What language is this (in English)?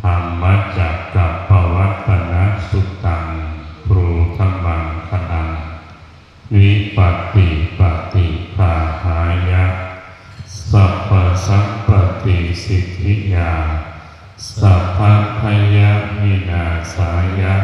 Pali